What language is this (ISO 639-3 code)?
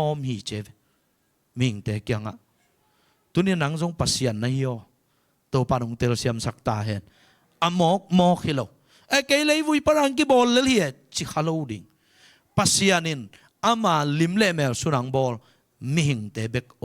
ctd